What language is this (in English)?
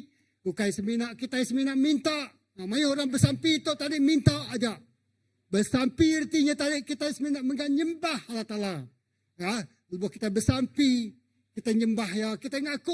Iban